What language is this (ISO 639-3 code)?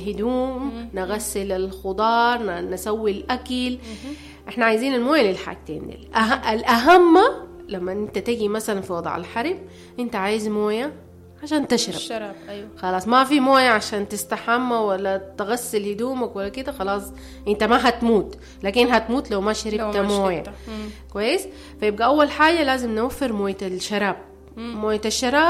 apd